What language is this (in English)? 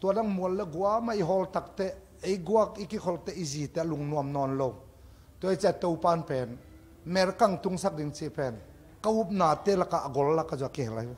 Tedim Chin